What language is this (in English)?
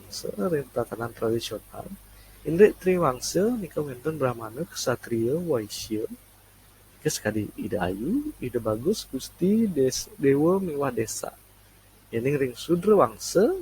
Balinese